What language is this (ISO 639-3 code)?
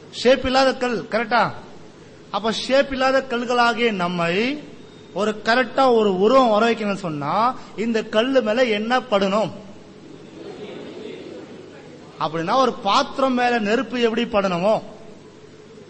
tam